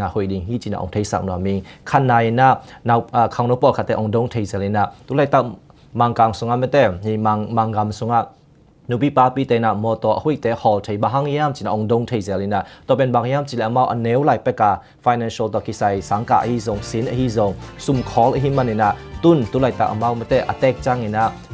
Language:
Tedim Chin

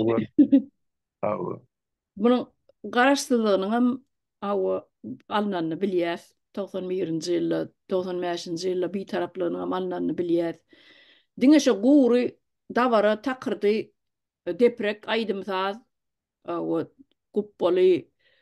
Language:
Turkmen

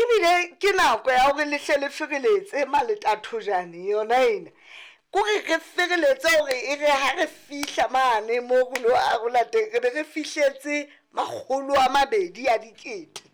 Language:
Southern Sotho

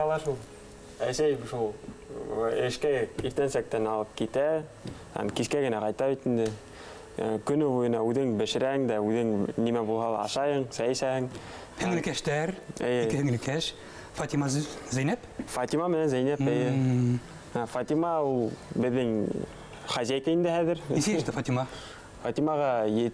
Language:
Bashkir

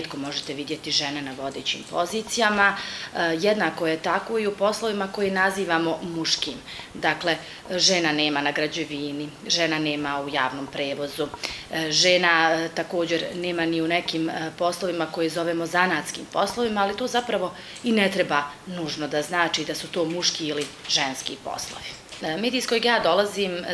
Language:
Bosnian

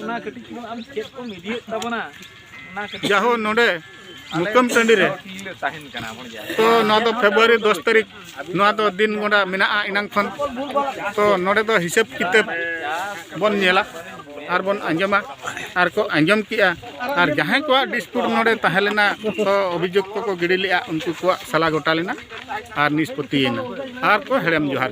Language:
Santali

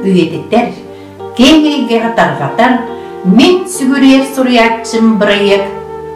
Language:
Yakut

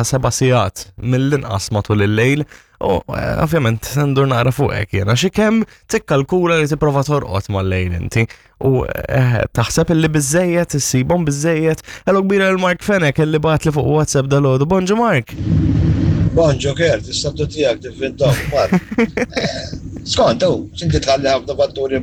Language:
Maltese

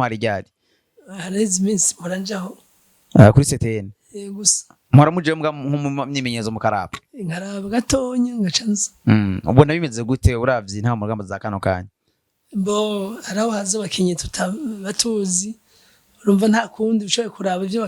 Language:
Rundi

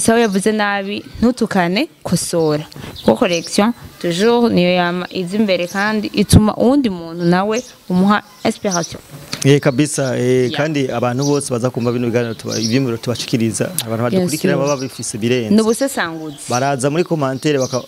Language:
Rundi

